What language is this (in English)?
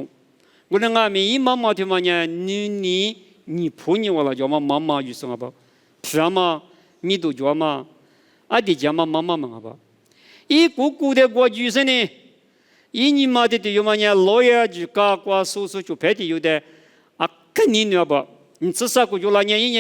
Lisu